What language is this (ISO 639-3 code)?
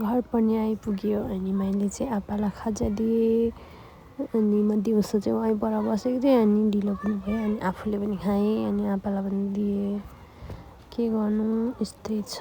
nep